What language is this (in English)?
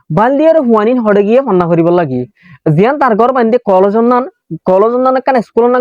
Rohingya